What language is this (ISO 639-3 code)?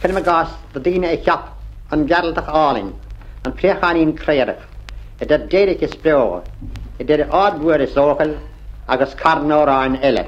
gle